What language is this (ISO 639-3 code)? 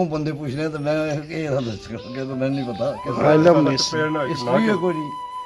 phr